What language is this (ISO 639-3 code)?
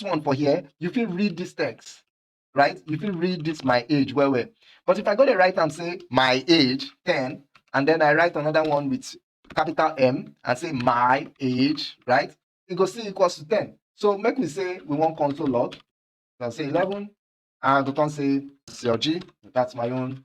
pcm